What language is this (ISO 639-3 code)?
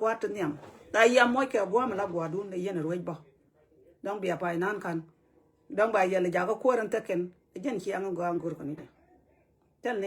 nus